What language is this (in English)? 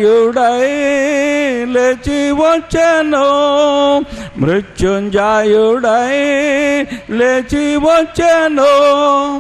Telugu